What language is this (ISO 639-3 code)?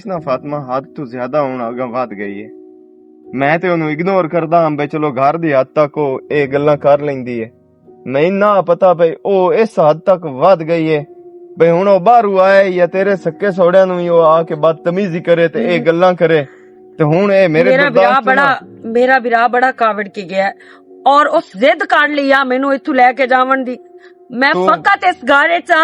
lah